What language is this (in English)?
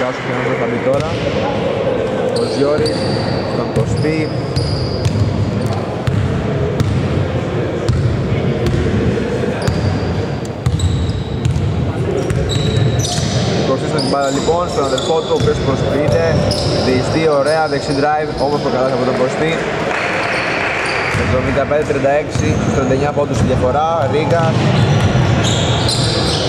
Greek